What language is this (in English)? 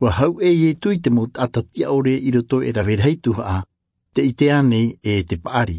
Tahitian